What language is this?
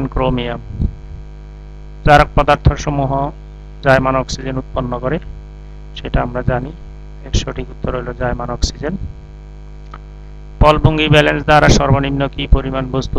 Bangla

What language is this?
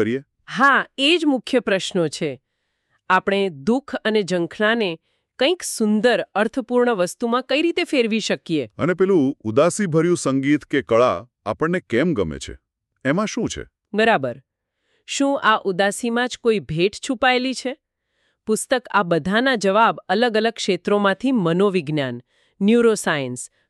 Gujarati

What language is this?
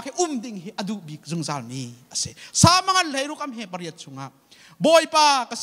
Hakha Chin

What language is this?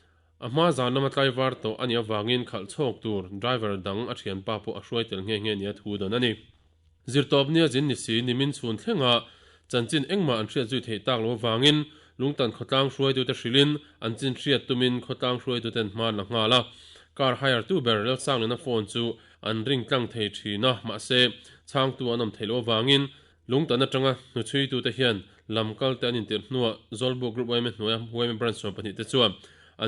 Mizo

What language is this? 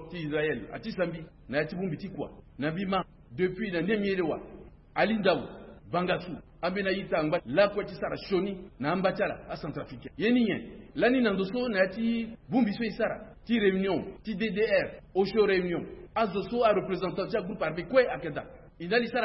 Sango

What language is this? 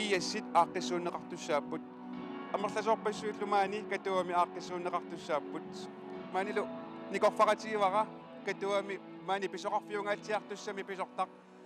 Kalaallisut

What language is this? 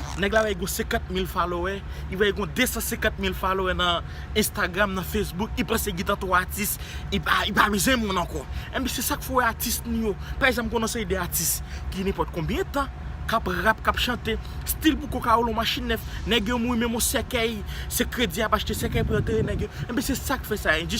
Haitian Creole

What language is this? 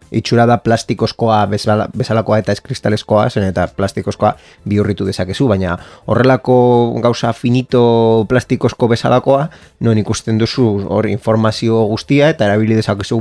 Basque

